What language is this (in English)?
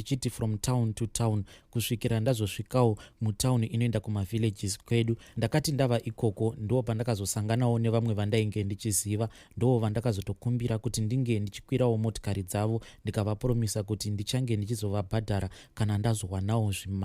Shona